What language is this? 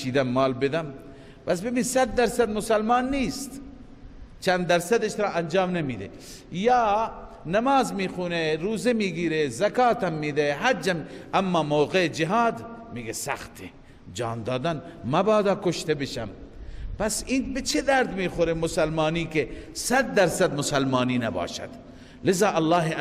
Persian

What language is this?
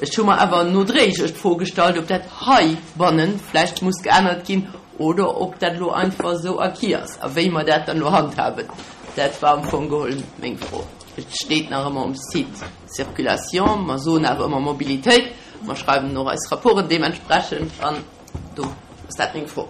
Luxembourgish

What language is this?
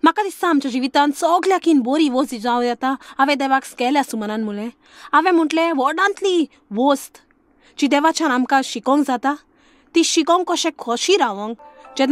Konkani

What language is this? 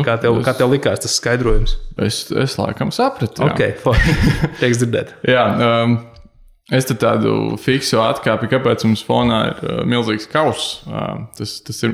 Latvian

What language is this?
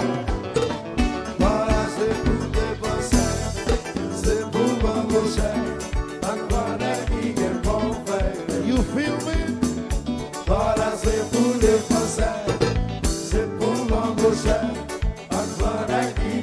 French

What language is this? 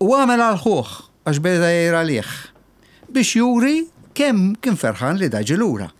Maltese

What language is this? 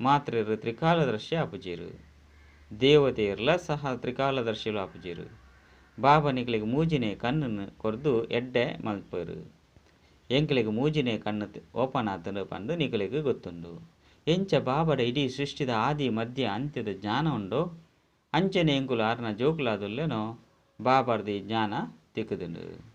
Tulu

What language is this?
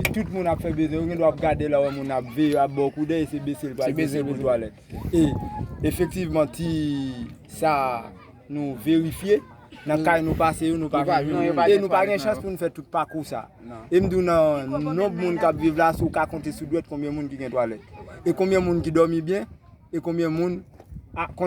Haitian Creole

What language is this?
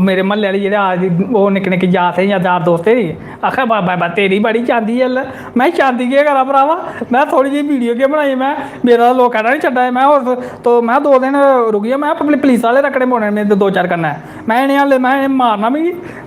Dogri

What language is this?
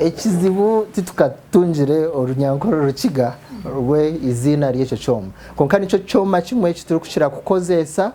Nyankole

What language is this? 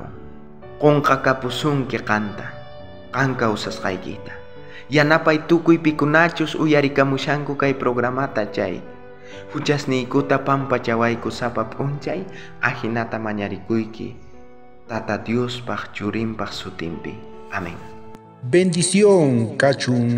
South Bolivian Quechua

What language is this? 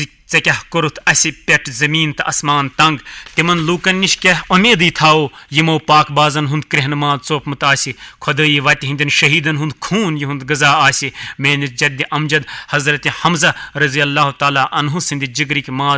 Kashmiri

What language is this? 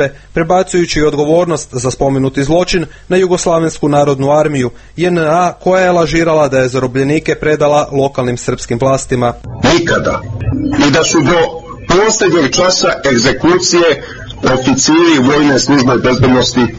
Croatian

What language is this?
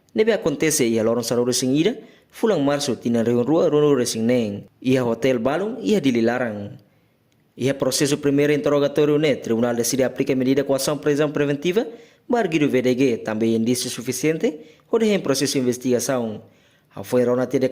Tetum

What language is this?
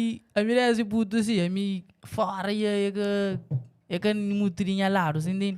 Kabuverdianu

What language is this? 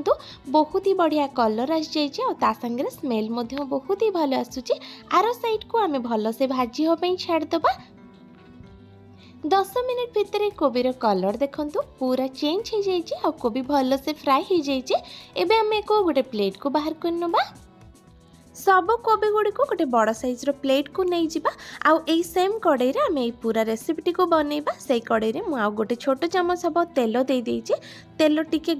Odia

